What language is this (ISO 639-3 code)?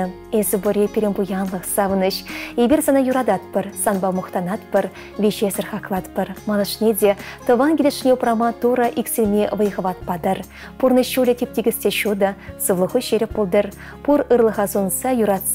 chv